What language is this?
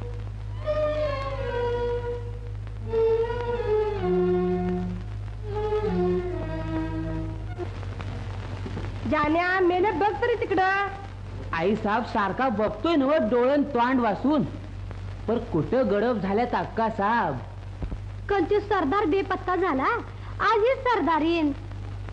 Marathi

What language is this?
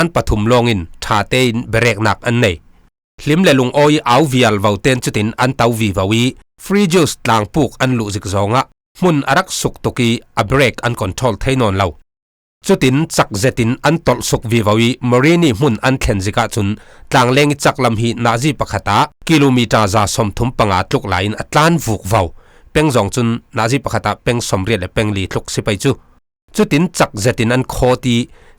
Falam Chin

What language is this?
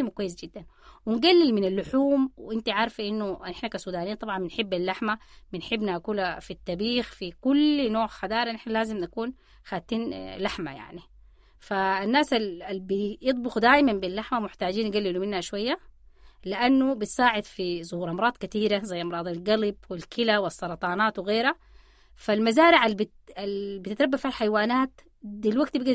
Sudanese Arabic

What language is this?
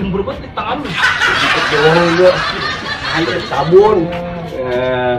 Betawi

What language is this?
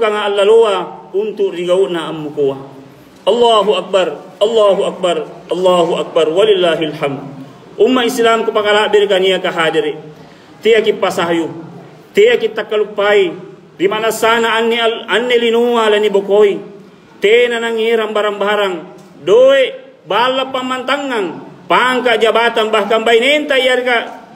Makasar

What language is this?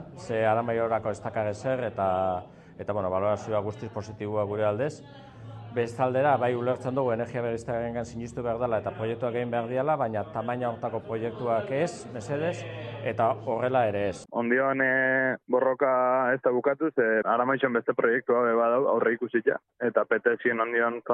Basque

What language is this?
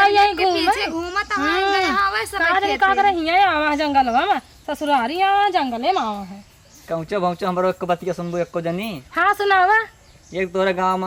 Awadhi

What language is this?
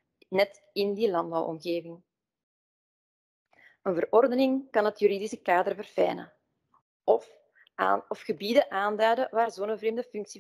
Dutch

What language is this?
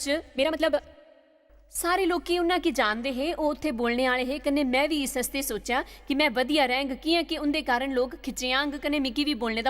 Dogri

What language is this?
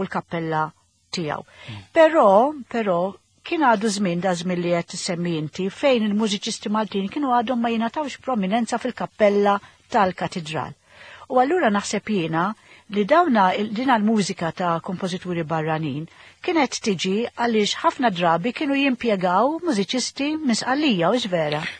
Maltese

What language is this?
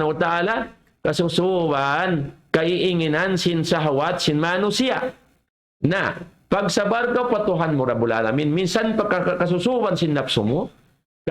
Tausug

